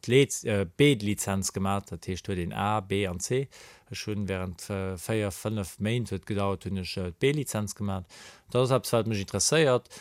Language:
Luxembourgish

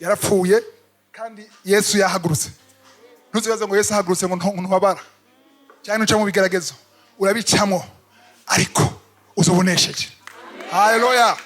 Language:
Rundi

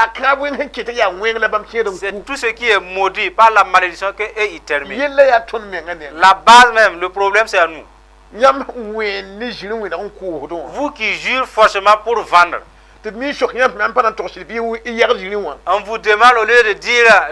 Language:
Mossi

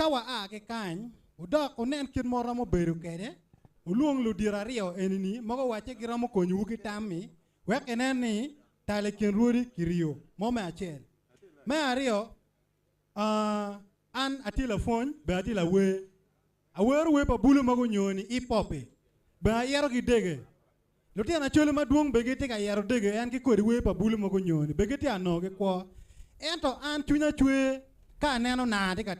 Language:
Acoli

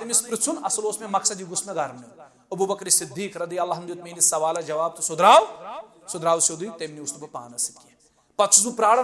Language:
Kashmiri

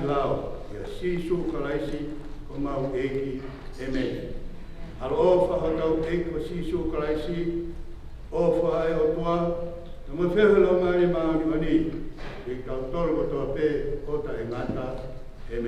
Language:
Tongan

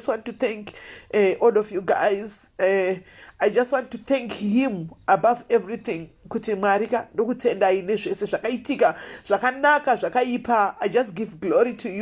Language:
Shona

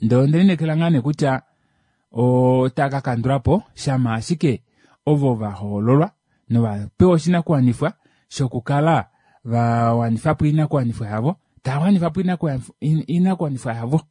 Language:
Kuanyama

